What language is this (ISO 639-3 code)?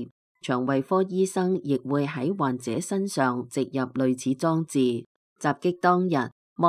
yue